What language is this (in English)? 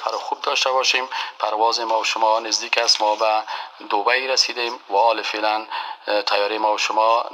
Persian